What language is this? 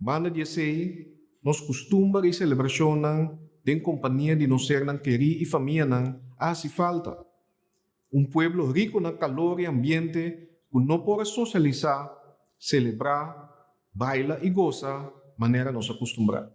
Papiamento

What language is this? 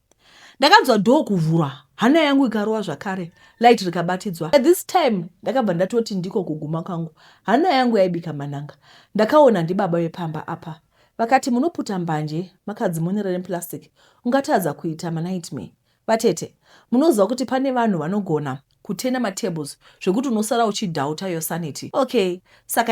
Shona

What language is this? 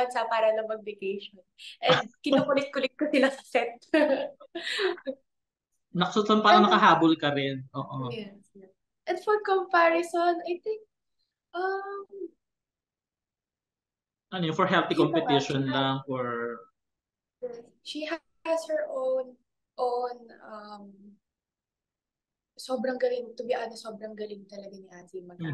Filipino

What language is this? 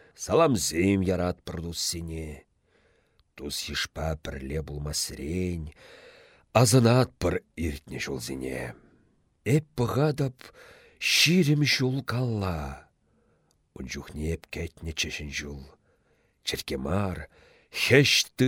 Chuvash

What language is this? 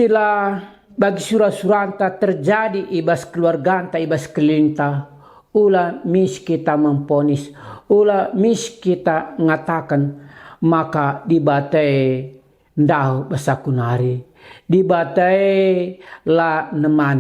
Batak Karo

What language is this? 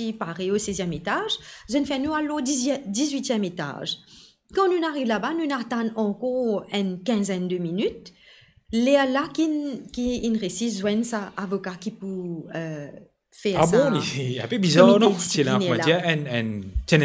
Morisyen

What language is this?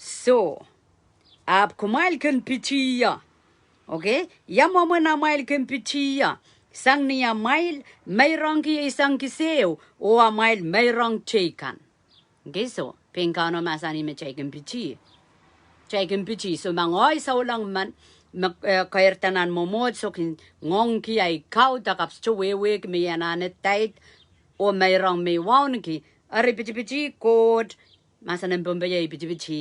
Pohnpeian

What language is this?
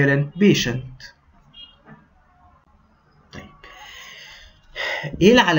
Egyptian Arabic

